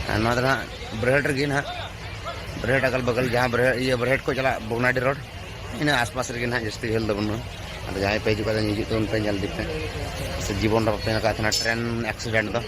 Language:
Santali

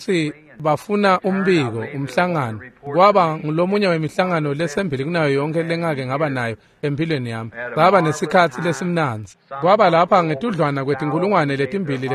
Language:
Swati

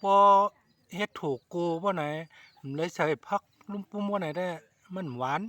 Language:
Shan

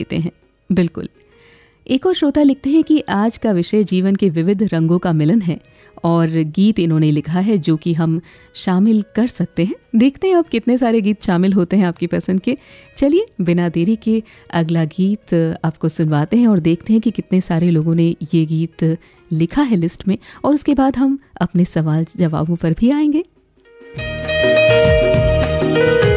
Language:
Hindi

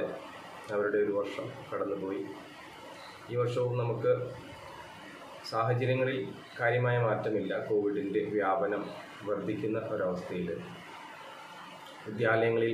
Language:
Malayalam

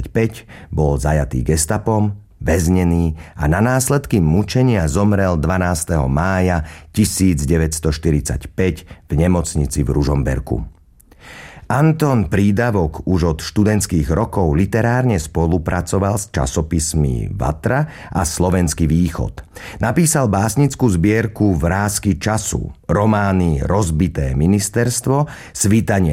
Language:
Slovak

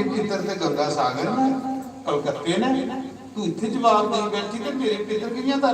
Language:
Dogri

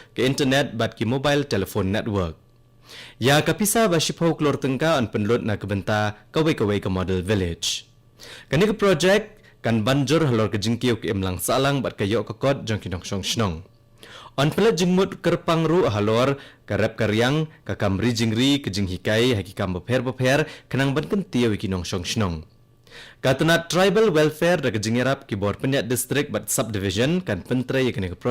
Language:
Khasi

